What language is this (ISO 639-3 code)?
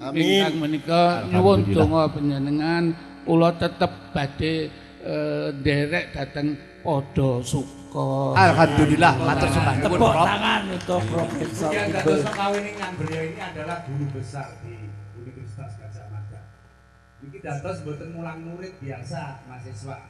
jav